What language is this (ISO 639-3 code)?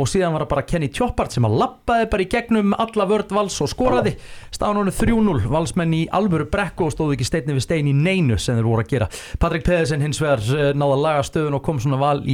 isl